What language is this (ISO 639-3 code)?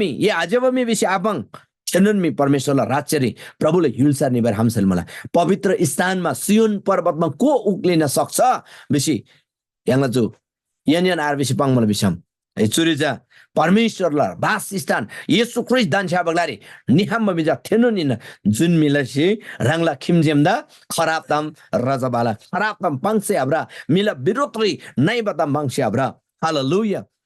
taj